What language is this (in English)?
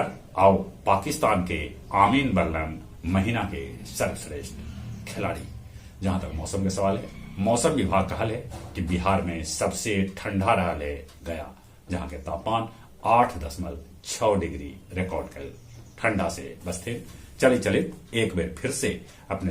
Magahi